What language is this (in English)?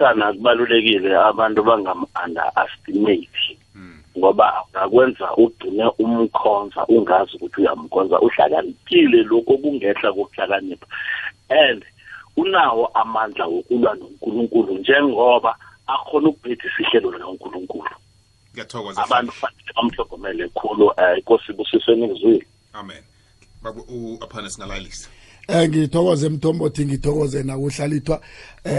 South Ndebele